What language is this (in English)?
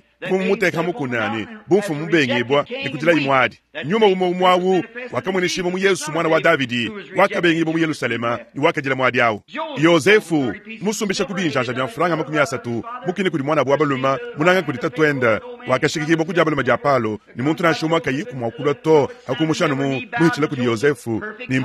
Luba-Lulua